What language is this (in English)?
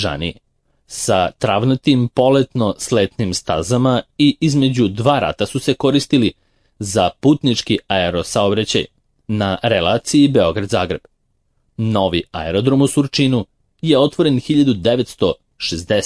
Serbian